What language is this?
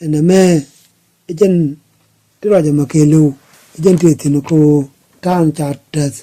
Nuer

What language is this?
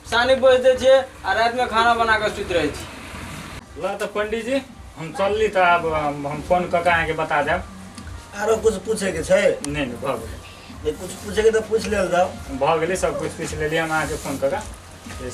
Maithili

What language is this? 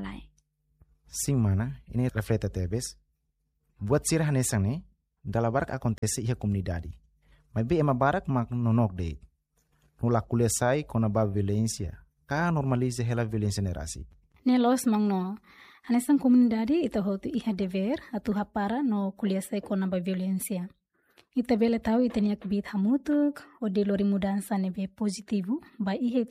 Tetum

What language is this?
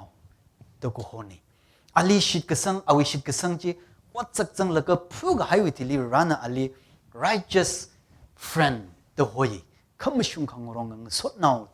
Tangkhul Naga (India)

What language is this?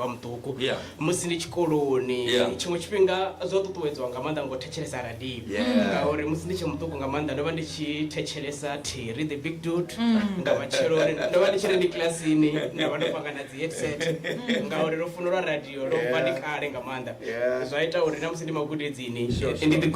Venda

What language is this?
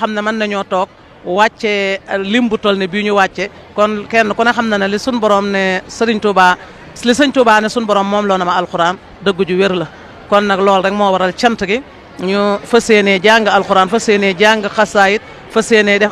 Wolof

